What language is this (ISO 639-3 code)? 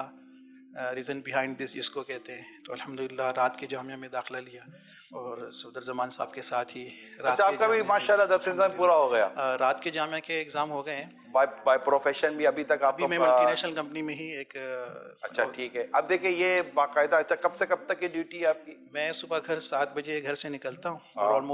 urd